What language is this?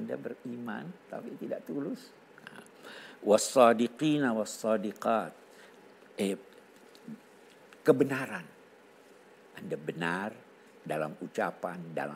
Indonesian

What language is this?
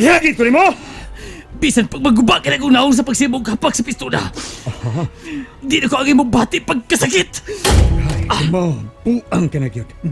Cebuano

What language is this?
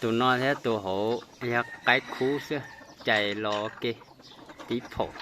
Hmong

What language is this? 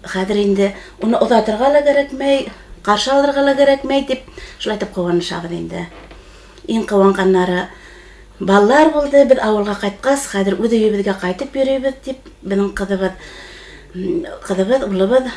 Bashkir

